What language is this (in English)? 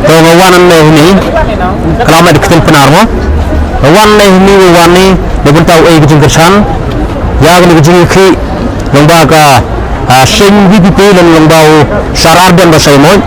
Khasi